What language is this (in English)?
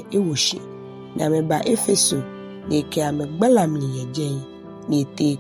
Ga